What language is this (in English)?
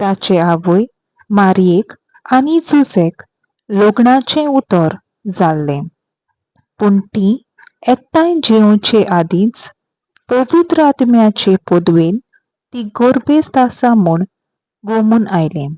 Konkani